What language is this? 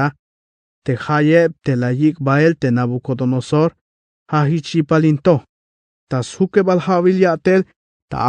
Tzeltal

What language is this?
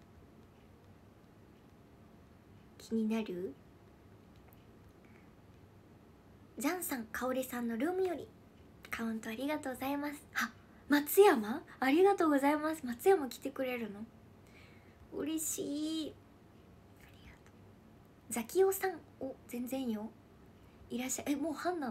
Japanese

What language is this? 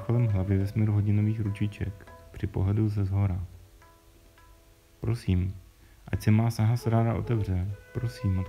Czech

